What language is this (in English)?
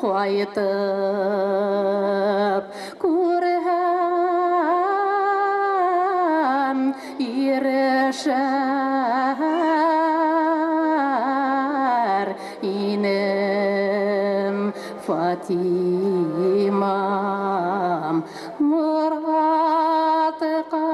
Bashkir